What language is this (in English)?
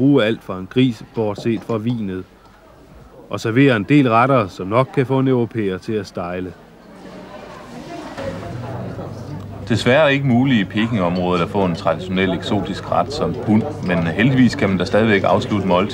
Danish